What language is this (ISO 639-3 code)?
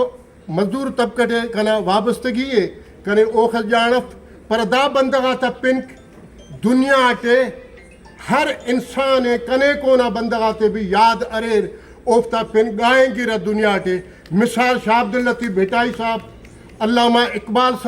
brh